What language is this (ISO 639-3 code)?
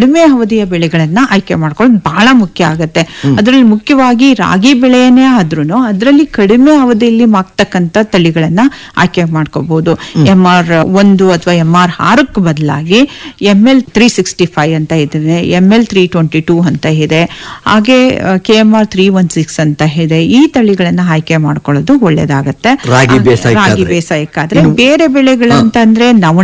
kan